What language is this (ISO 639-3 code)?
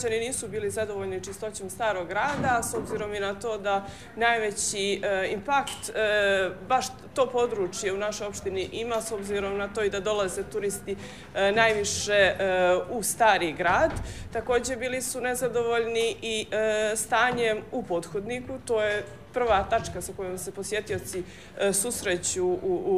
bos